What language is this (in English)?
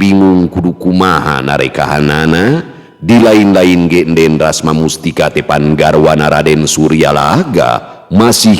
Sundanese